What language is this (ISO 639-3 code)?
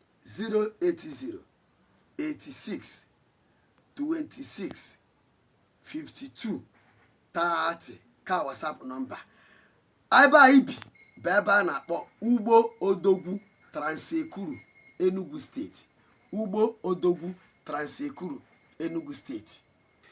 ibo